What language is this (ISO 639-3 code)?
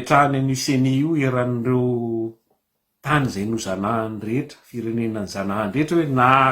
mlg